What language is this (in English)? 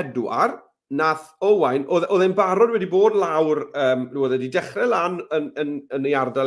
Welsh